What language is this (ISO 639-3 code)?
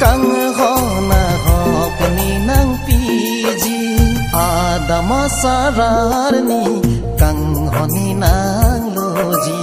mjw